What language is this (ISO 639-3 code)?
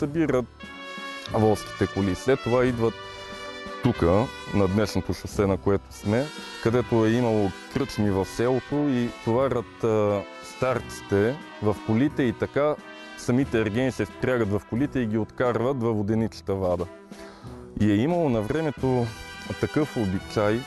bul